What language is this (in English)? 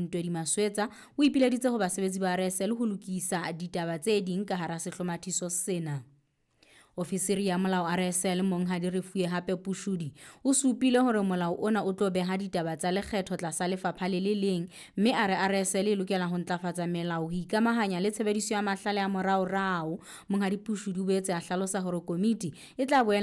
Southern Sotho